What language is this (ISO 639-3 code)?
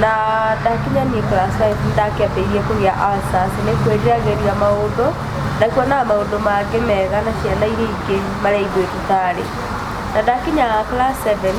kik